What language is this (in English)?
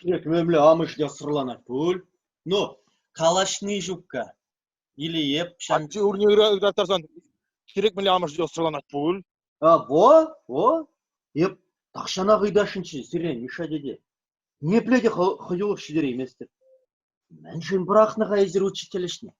Chuvash